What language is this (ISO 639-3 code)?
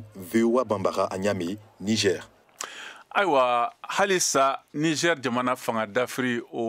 bam